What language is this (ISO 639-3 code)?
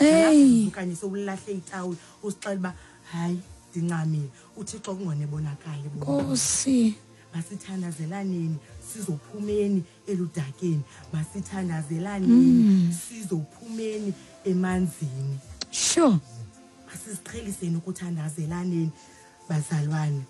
xho